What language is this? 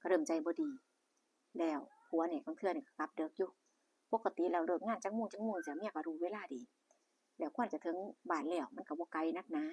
Northeastern Thai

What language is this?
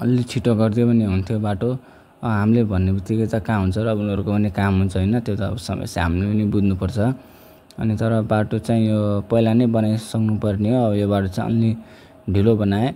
Nepali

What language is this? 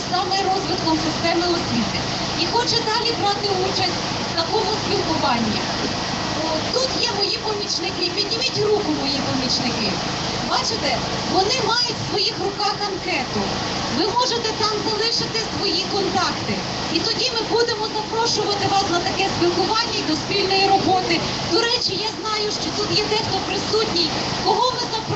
Ukrainian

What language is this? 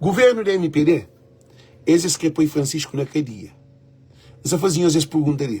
Kabuverdianu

